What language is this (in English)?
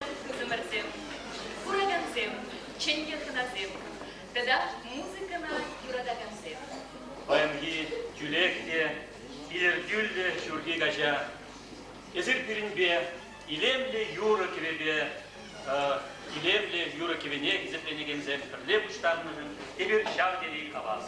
Chuvash